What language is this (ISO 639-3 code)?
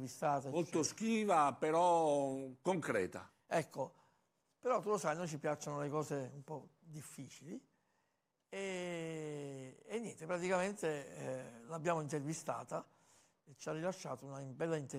ita